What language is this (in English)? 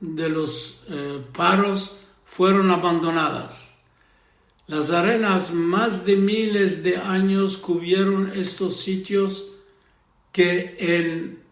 Ladino